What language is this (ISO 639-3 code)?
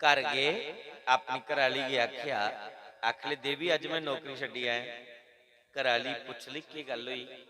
doi